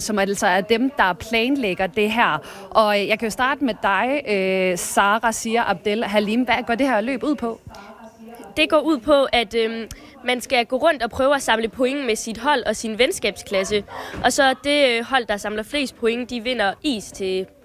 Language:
Danish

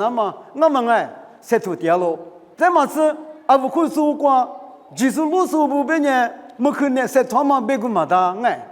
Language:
Lisu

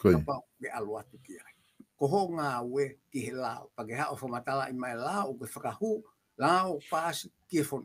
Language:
Tongan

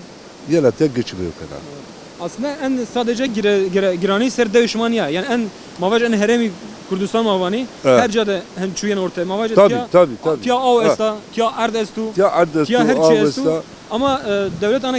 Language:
Zaza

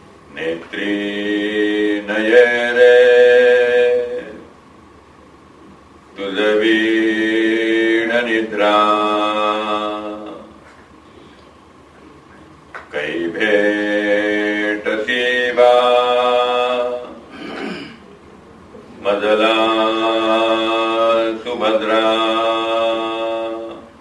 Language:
Marathi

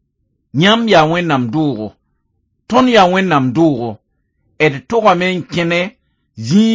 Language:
Mossi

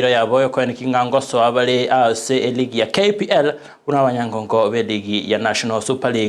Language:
Gusii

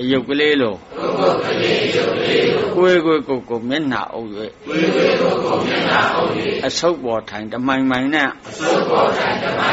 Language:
Burmese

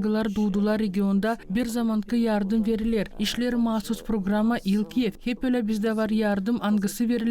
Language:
Gagauz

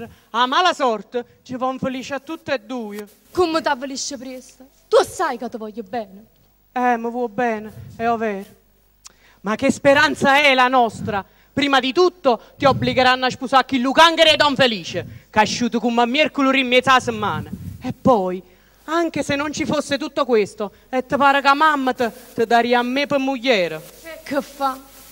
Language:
Neapolitan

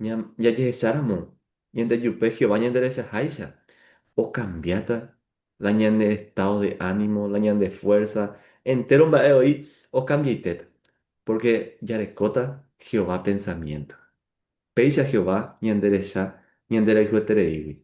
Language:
Guarani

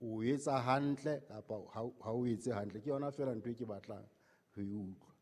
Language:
Southern Sotho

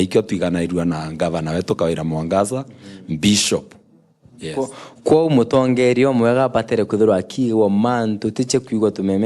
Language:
Meru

